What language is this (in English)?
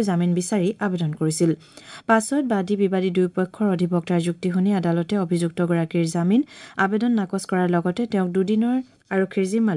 Assamese